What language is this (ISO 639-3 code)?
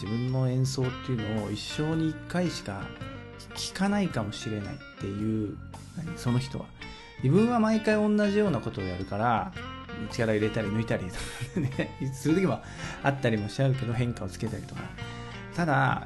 jpn